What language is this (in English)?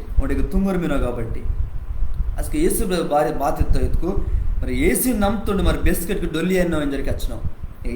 Koya